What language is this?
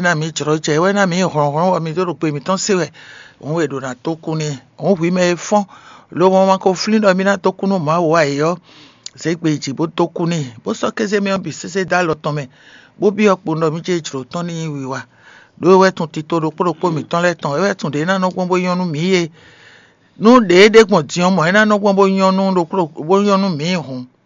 Fon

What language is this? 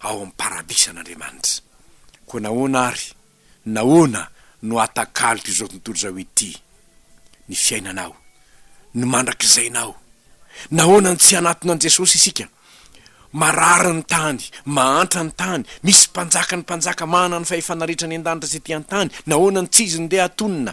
Malagasy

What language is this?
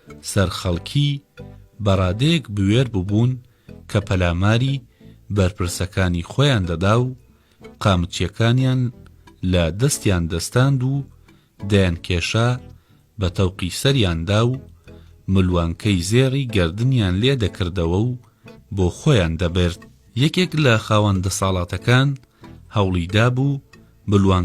Central Kurdish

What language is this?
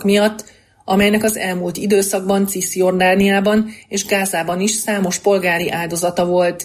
Hungarian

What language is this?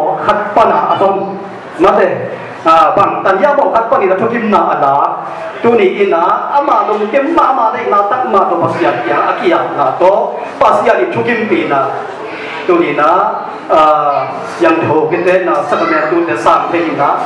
Tedim Chin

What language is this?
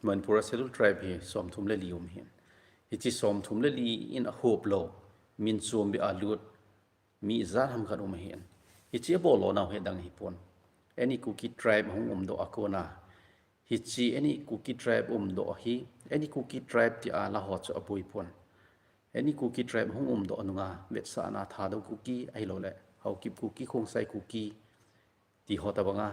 Thado Chin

